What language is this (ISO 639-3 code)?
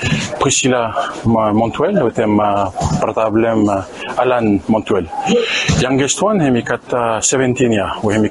bis